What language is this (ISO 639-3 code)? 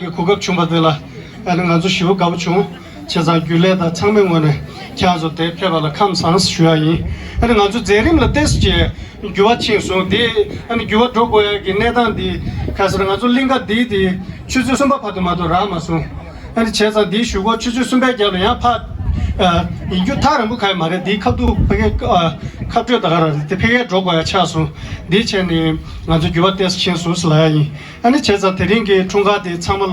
bod